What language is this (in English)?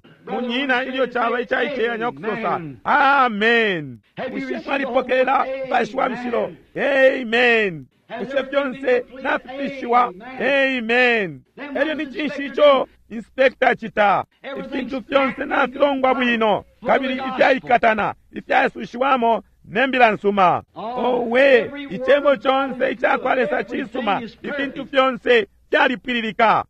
Bemba